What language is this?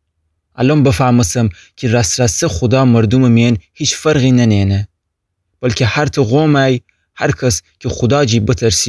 Gilaki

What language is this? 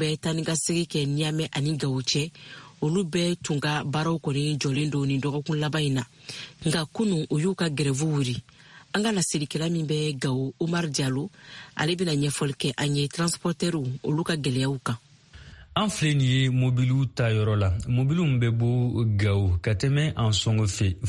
Bambara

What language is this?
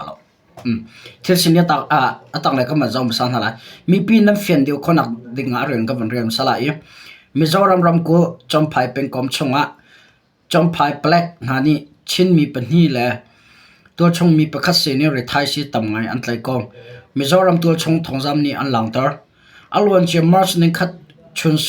Hakha Chin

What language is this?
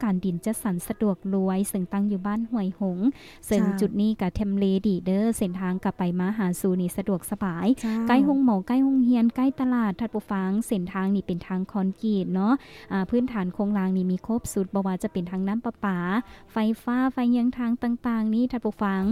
Lao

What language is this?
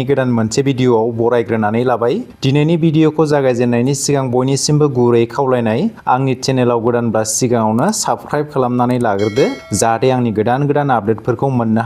Bodo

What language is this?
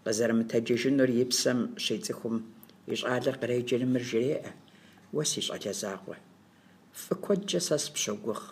Kabardian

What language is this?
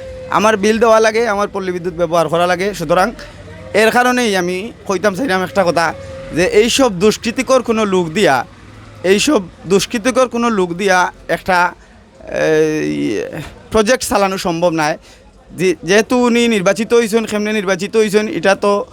Sylheti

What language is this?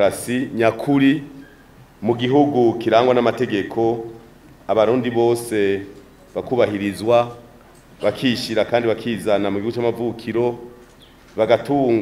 Rundi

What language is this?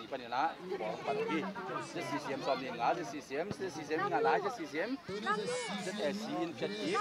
Tedim Chin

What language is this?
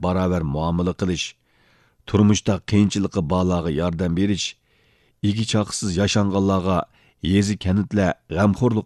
Uyghur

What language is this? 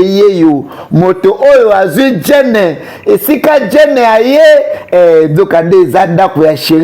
Lingala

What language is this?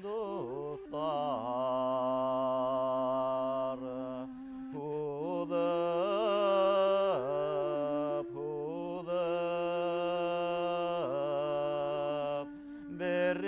Bashkir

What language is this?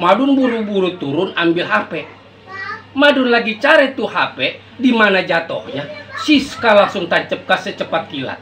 Betawi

